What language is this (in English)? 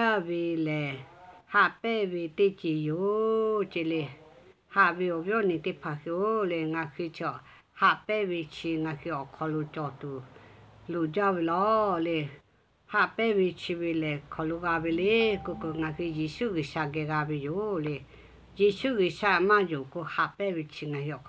Lahu